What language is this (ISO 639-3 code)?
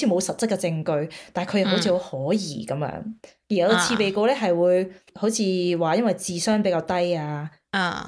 yue